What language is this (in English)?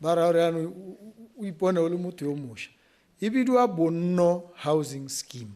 Tswana